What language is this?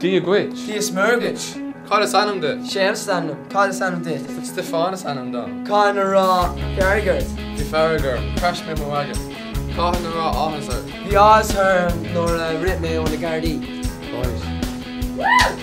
Irish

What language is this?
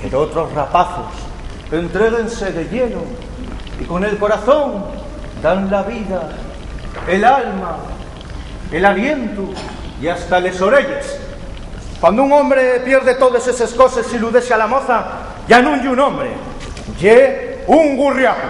Asturian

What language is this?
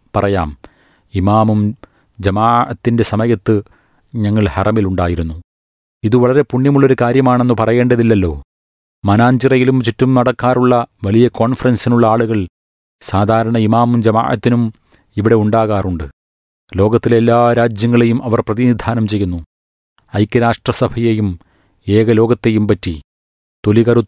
Malayalam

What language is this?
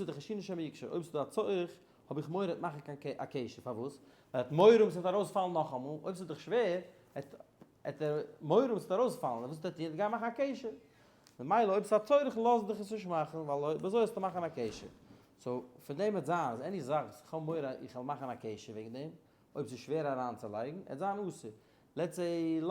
Yiddish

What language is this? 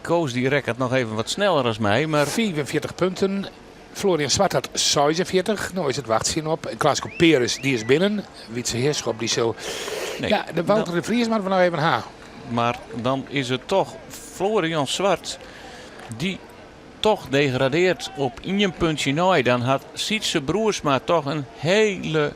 Western Frisian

